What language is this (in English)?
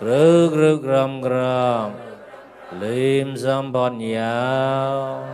Mon